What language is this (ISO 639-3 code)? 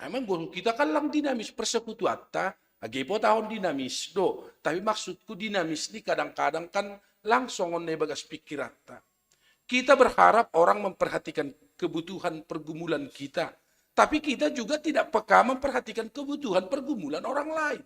bts